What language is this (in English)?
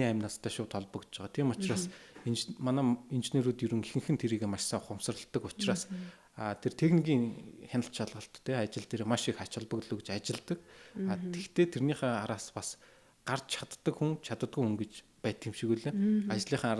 Mongolian